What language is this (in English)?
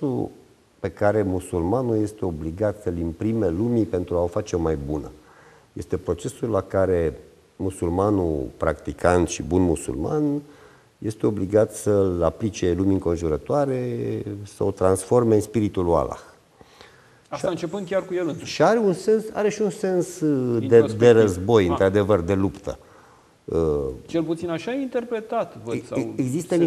Romanian